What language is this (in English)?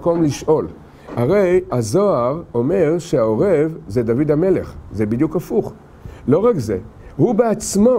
Hebrew